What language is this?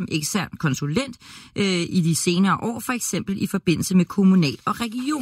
Danish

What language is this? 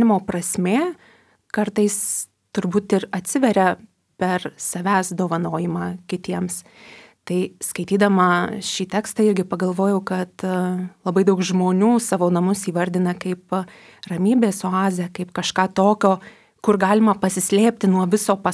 Lithuanian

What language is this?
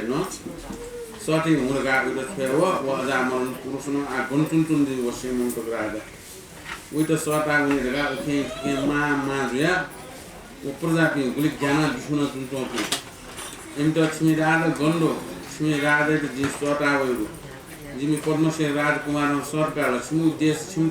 Newari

